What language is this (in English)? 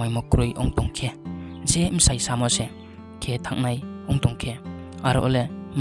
Riang (India)